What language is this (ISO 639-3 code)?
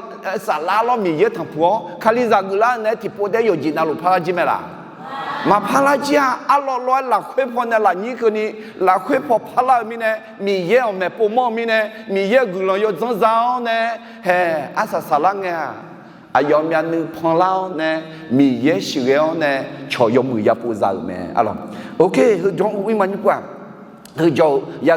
ahk